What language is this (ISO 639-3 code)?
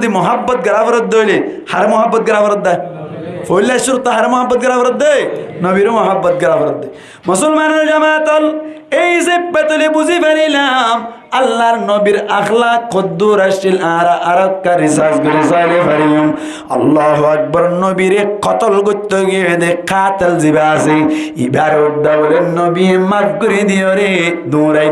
rhg